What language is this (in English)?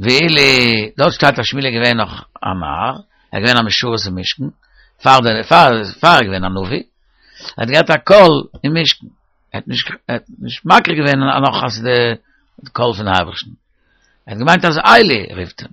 Yiddish